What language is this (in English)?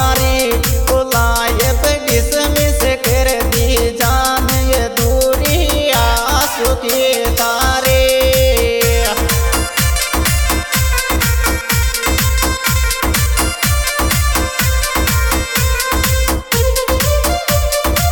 Hindi